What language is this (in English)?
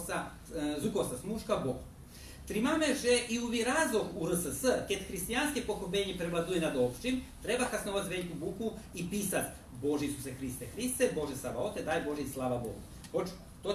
Rusyn